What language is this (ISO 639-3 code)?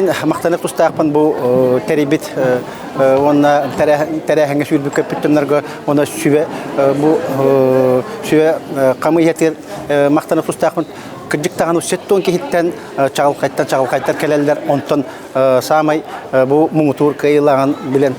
sah